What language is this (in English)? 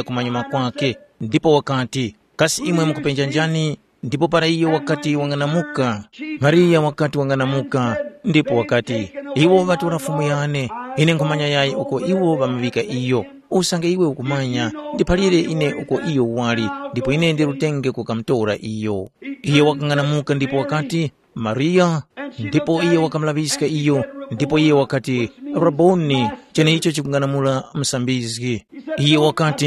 Tumbuka